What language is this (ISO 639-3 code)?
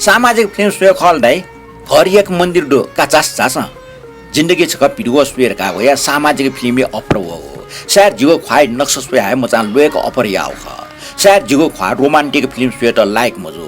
new